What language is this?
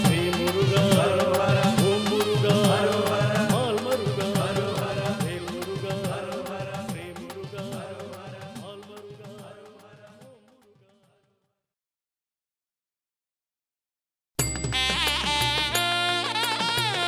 Malayalam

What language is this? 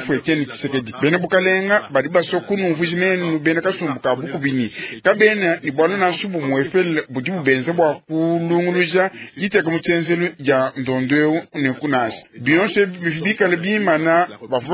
Luba-Lulua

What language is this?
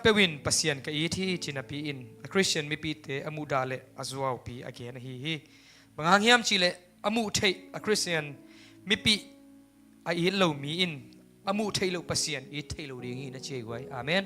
Tedim Chin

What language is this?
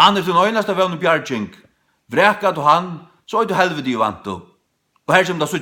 Faroese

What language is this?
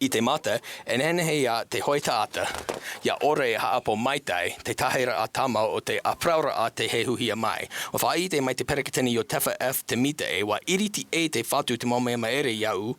Tahitian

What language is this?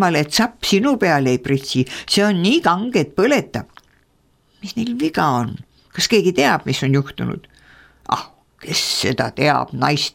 Estonian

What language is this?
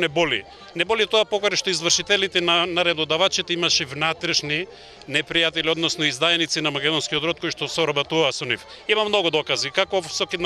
Macedonian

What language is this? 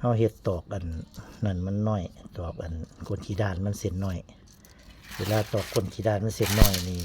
Lao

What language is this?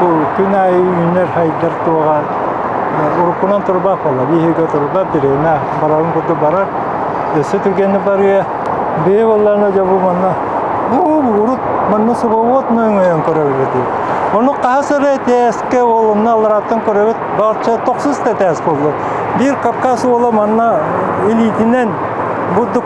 Yakut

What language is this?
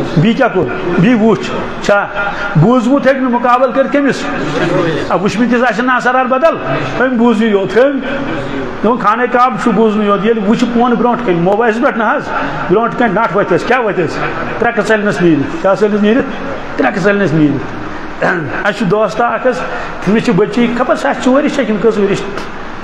Kashmiri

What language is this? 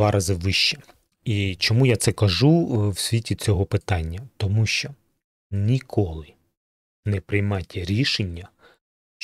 Ukrainian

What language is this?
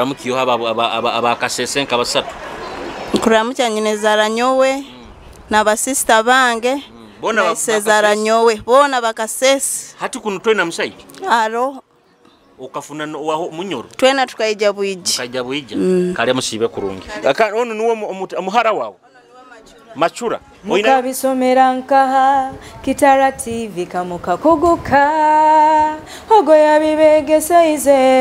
Nyoro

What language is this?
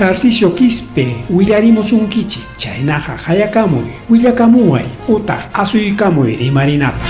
Ayacucho Quechua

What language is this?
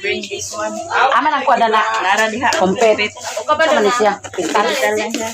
Cebuano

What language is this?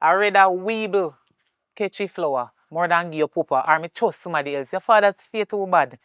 Jamaican Creole English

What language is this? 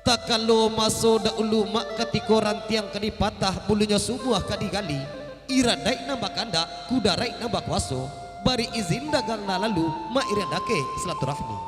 Minangkabau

